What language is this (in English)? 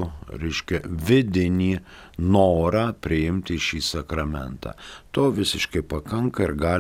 Lithuanian